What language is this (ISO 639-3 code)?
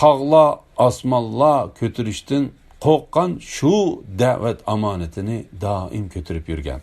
uig